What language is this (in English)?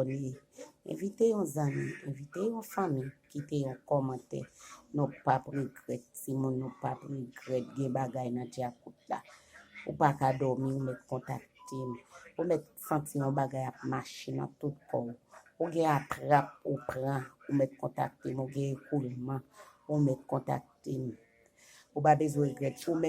Haitian Creole